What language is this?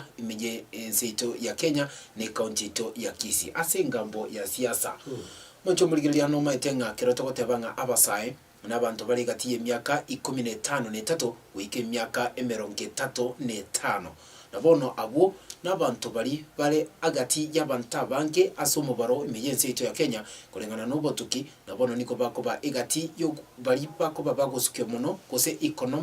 Gusii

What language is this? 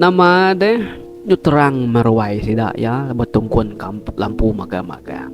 Iban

